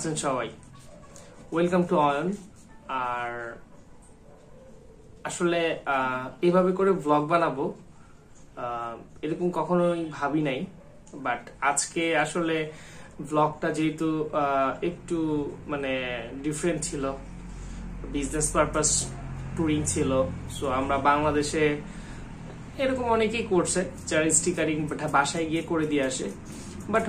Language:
Bangla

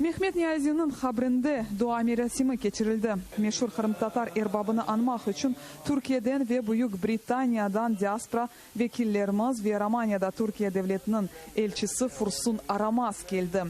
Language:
Crimean Tatar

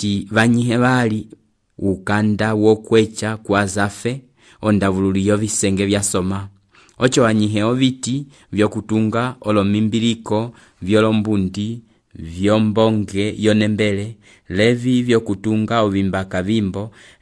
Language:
Umbundu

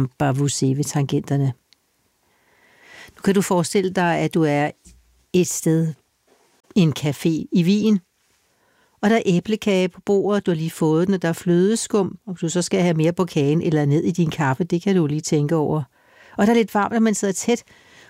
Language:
Danish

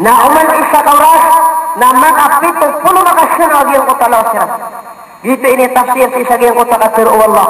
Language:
Maranao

